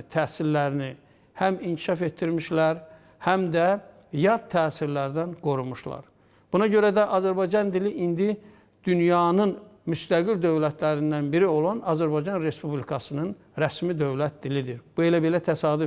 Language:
Azerbaijani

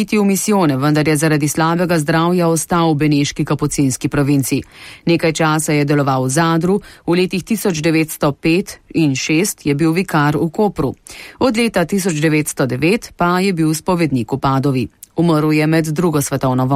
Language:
Slovenian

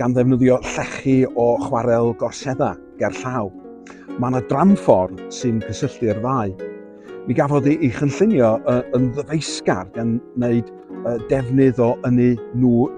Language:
Welsh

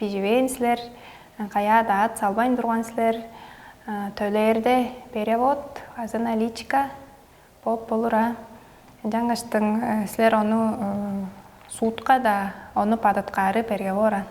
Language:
Tuvinian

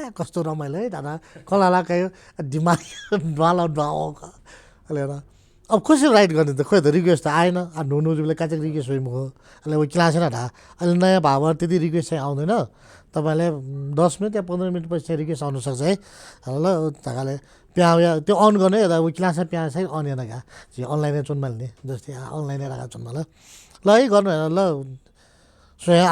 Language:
Newari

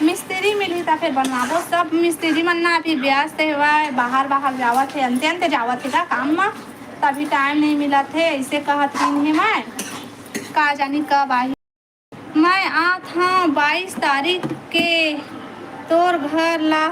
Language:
Chhattisgarhi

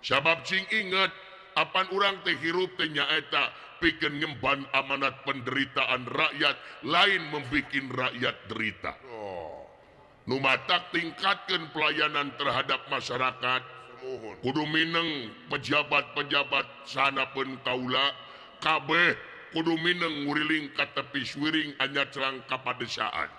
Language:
Sundanese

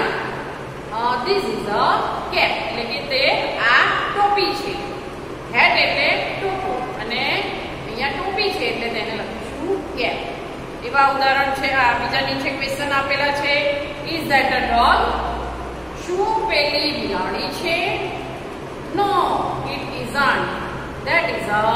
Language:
Gujarati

